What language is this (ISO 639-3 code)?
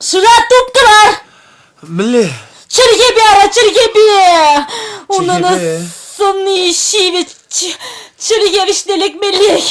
chv